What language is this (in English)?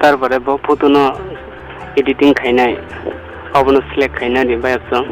Kok Borok